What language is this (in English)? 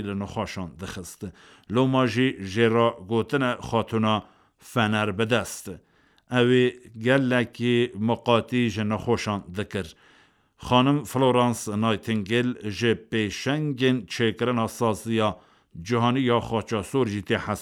Kurdish